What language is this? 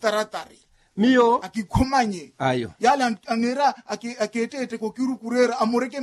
Makhuwa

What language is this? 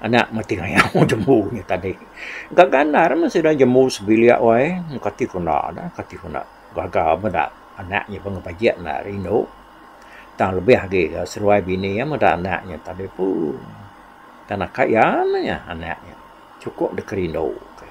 Iban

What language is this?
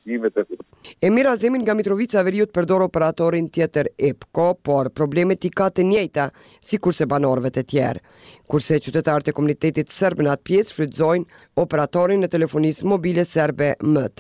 Albanian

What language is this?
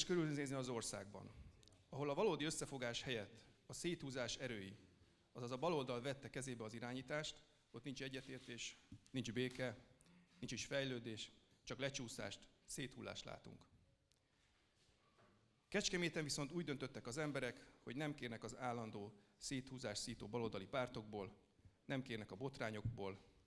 Hungarian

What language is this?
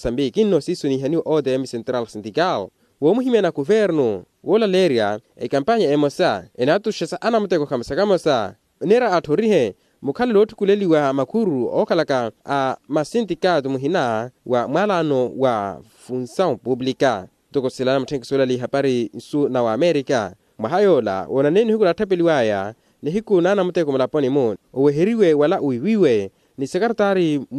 Makhuwa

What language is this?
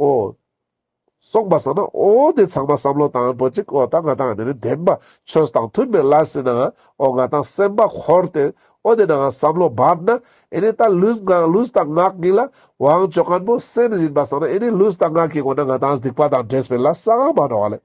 Ladakhi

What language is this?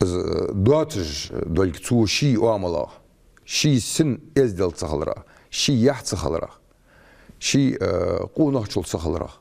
Ingush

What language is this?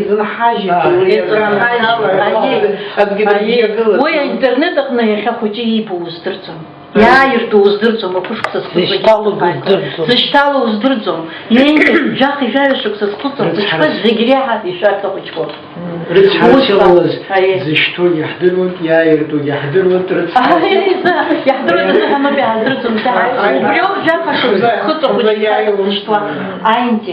Abkhazian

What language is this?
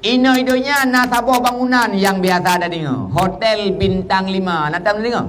Achinese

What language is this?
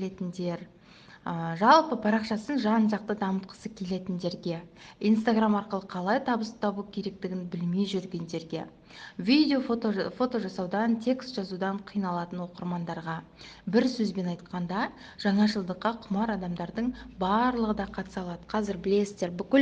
Kazakh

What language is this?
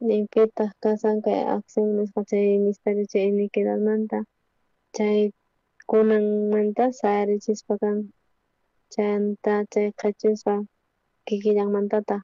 South Bolivian Quechua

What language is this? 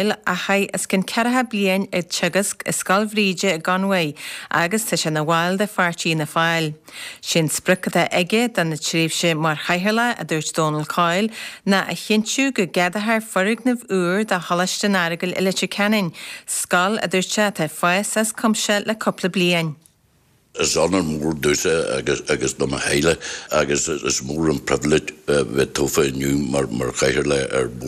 Irish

